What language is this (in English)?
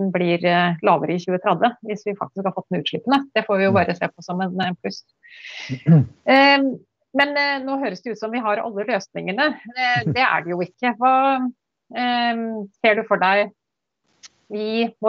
Norwegian